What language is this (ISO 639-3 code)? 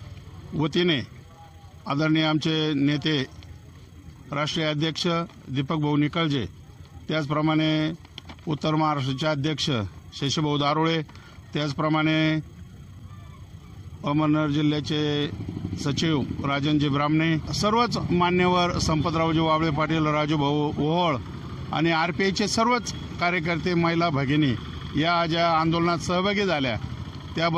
mar